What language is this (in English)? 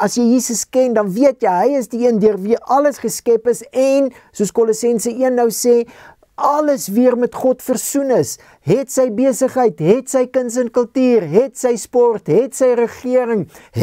Afrikaans